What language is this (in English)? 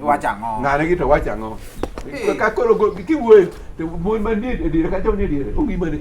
Luo (Kenya and Tanzania)